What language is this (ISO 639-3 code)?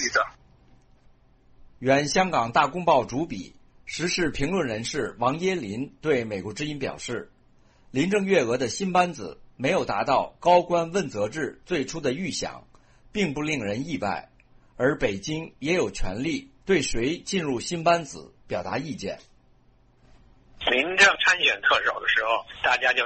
zho